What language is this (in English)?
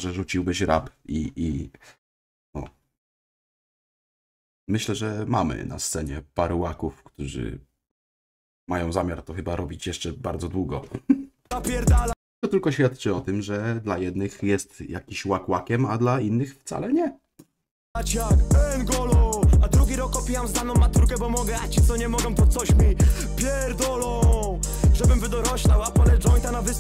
Polish